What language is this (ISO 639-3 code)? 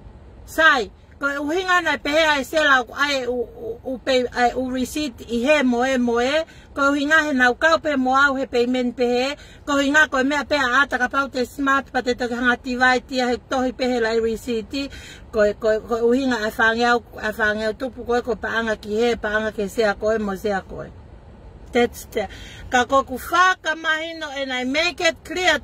ton